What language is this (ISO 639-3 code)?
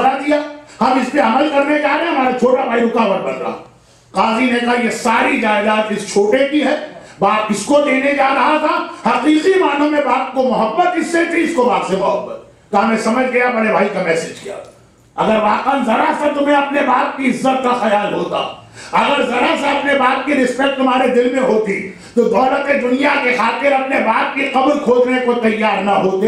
urd